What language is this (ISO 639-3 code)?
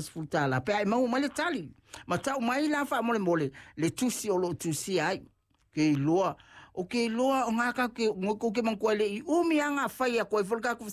smo